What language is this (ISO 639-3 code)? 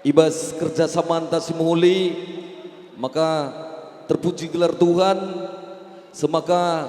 btx